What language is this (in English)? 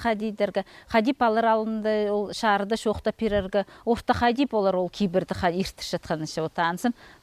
Khakas